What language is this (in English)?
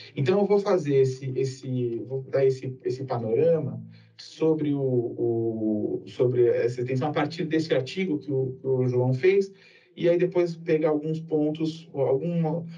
Portuguese